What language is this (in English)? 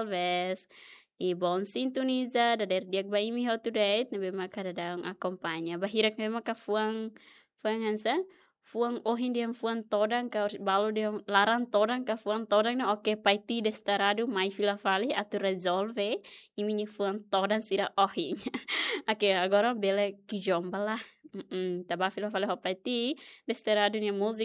Tetum